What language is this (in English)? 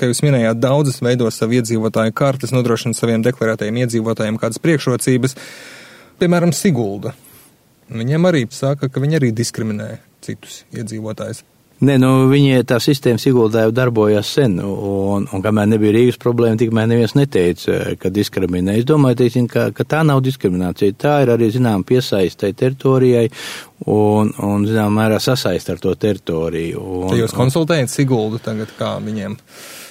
Latvian